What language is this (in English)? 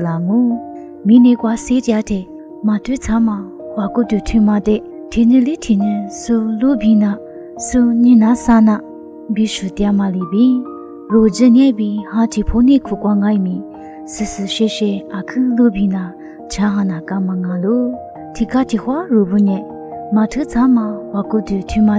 Lisu